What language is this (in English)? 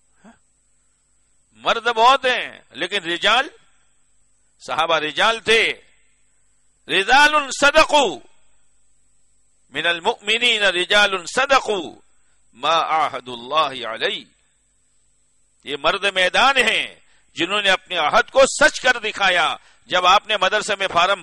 Urdu